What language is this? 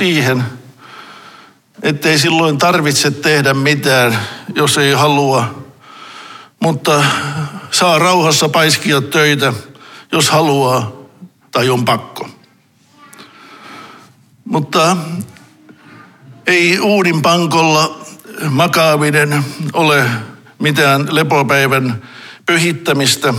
Finnish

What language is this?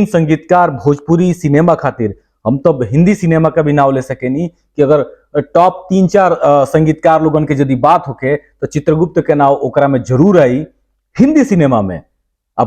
Bhojpuri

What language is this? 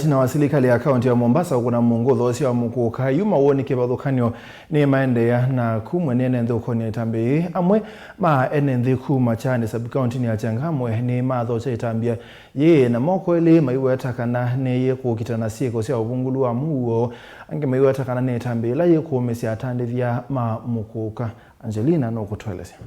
Kamba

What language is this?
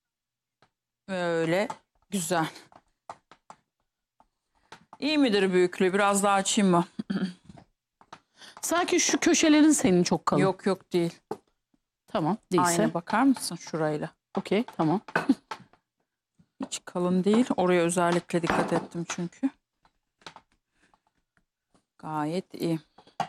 Turkish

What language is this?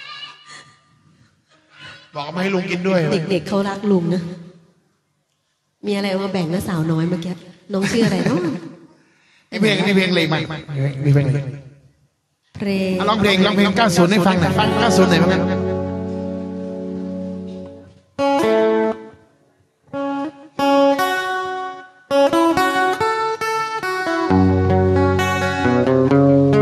Thai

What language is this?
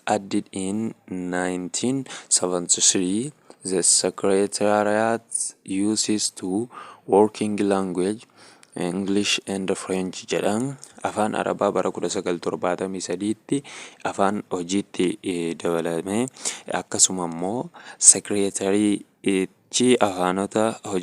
Oromo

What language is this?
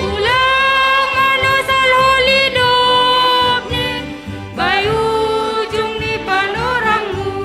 Batak Simalungun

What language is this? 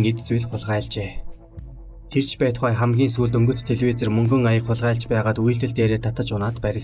Mongolian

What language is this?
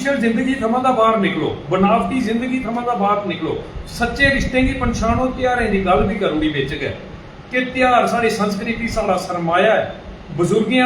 Dogri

